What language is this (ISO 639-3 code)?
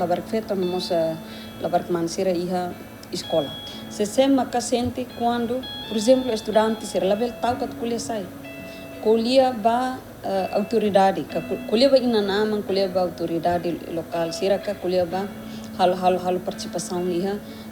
tet